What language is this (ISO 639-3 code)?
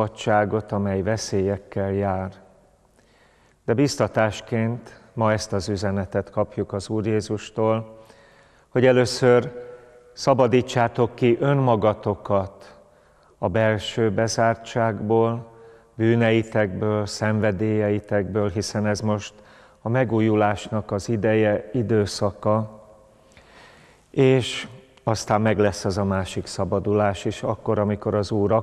hun